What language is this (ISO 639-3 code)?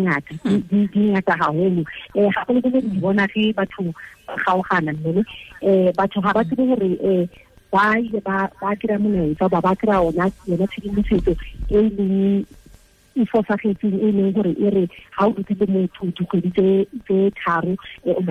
tsn